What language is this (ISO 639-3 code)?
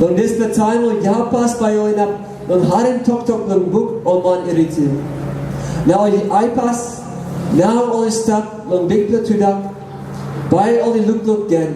tpi